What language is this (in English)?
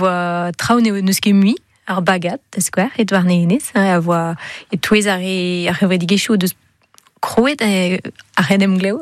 Breton